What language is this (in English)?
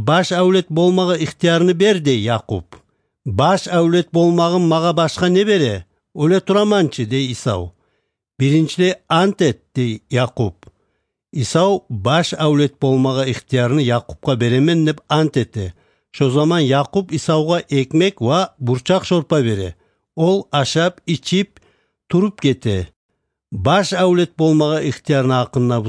Kumyk